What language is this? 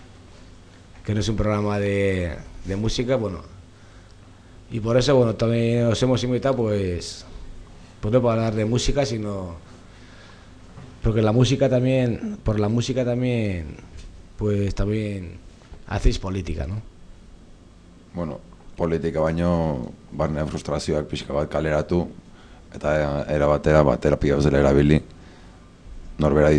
Basque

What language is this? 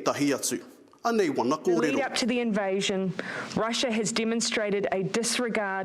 Māori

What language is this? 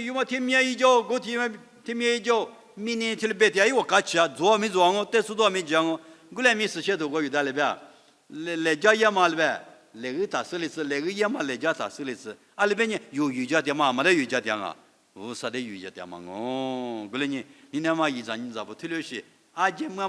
Lisu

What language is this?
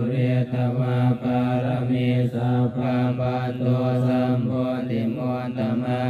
Pali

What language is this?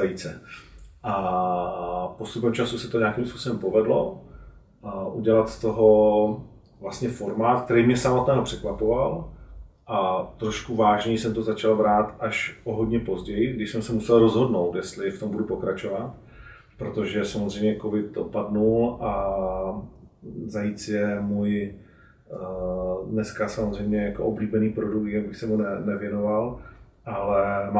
Czech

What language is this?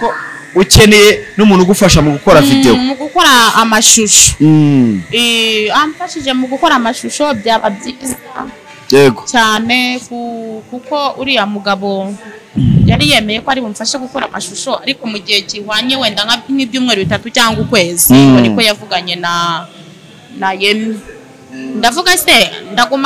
Kinyarwanda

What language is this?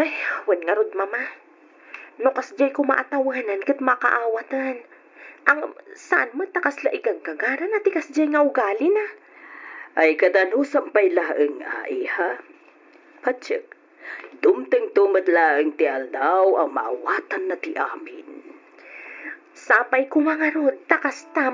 Iloko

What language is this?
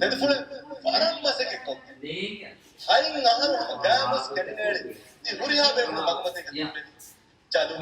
Divehi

